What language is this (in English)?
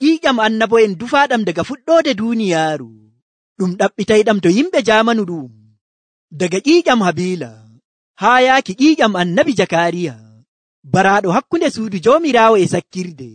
Nigerian Fulfulde